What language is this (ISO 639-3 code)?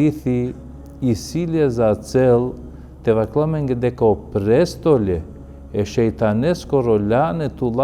rmn